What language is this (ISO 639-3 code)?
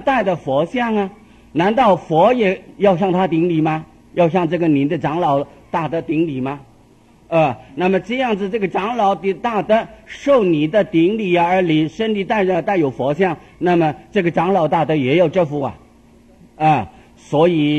zho